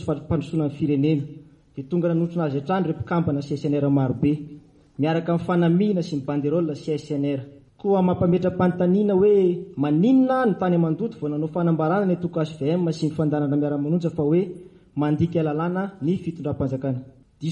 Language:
Malagasy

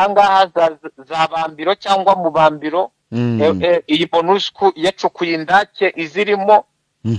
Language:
Kinyarwanda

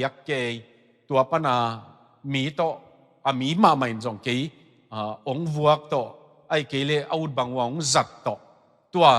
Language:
Tedim Chin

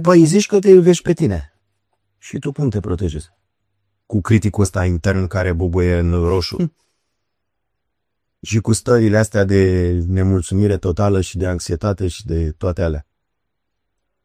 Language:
Romanian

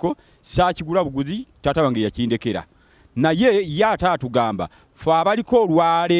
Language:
Ganda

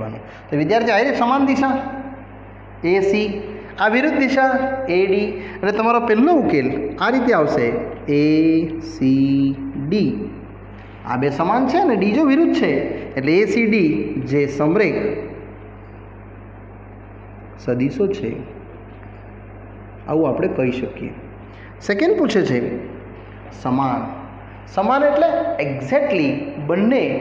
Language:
Gujarati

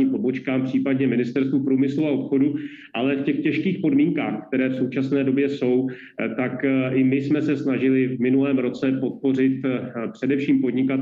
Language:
Czech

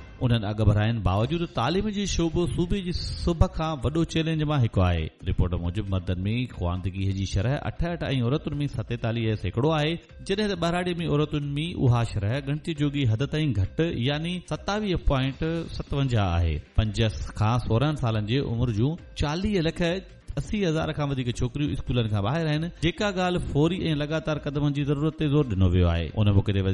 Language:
Sindhi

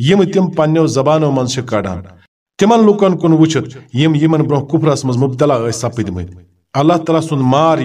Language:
Kashmiri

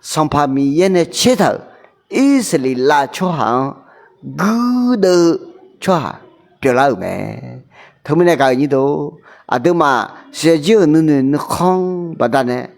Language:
Akha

